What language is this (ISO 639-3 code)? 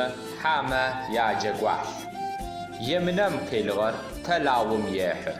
ady